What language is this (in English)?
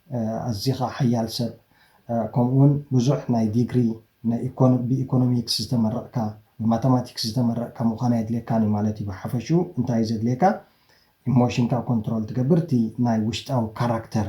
Tigrinya